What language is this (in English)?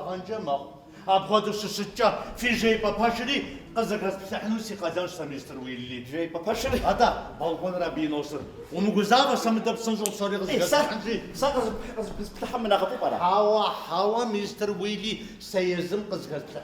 Kabardian